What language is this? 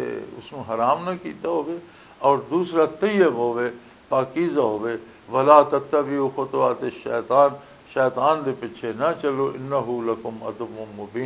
Western Panjabi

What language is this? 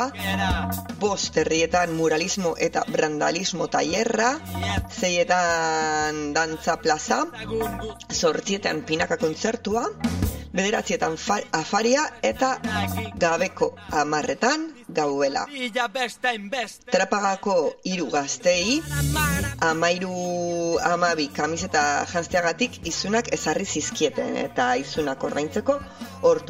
Basque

